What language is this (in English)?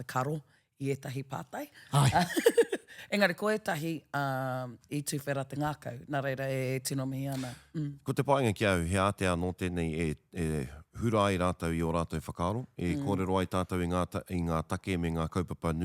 Māori